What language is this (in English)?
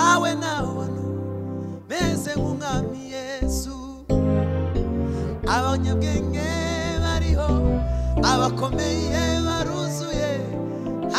Kinyarwanda